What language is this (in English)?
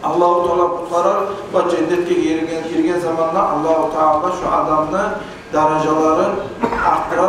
Kumyk